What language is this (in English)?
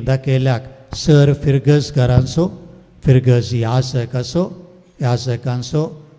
Konkani